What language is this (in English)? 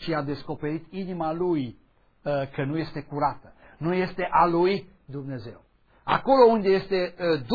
Romanian